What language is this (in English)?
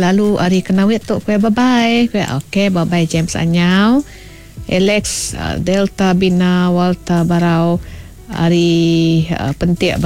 Iban